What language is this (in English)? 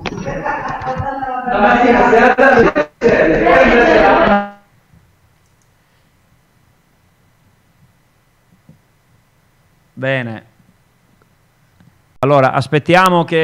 Italian